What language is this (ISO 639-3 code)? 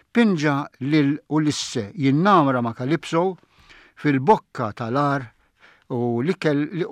mlt